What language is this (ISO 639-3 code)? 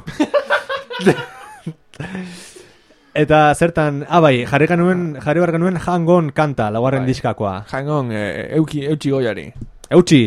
eus